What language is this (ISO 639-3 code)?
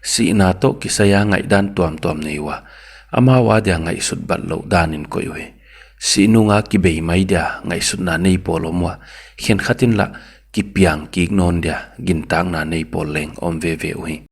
pck